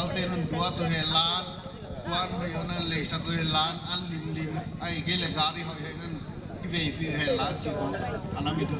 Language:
Paite Chin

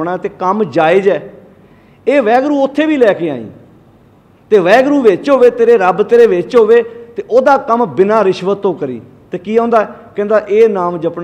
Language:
Punjabi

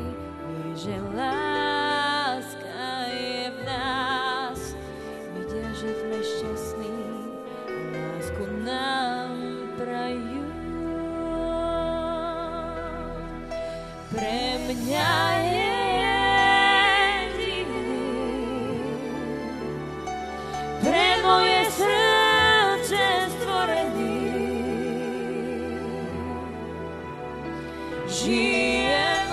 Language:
Slovak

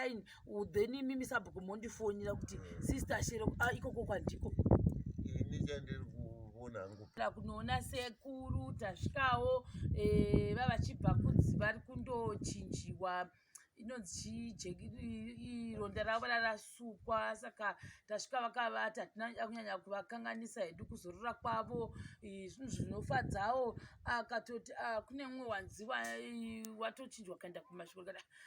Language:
Shona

